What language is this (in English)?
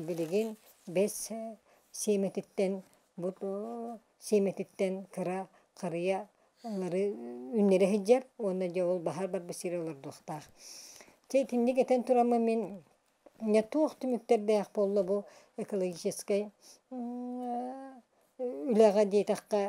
Yakut